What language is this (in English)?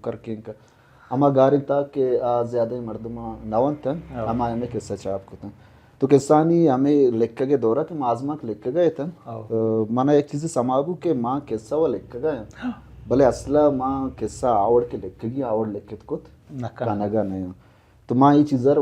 Baluchi